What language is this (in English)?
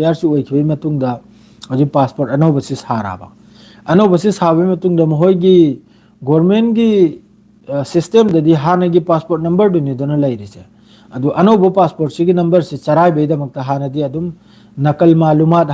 Manipuri